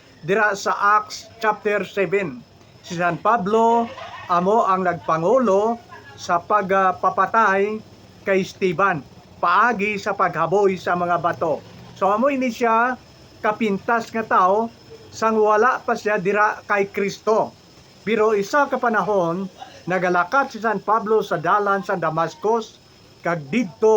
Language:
Hiligaynon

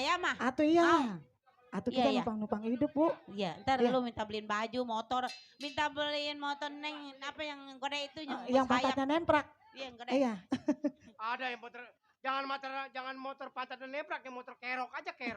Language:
Betawi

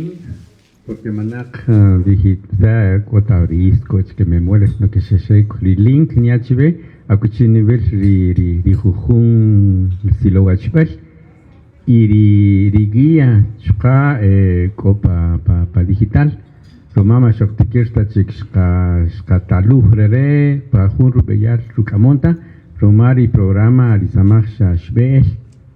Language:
Kaqchikel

